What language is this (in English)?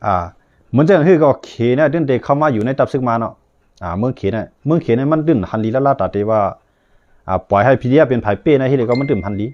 Shan